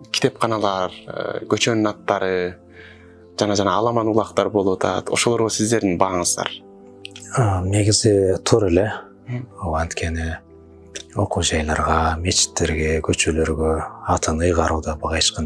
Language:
Kyrgyz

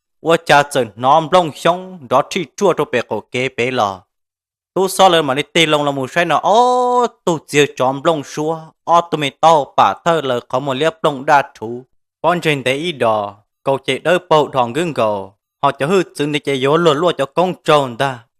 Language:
Hmong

